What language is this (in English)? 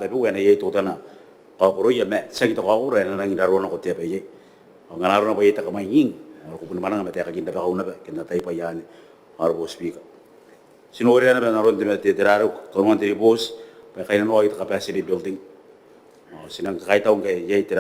Gilbertese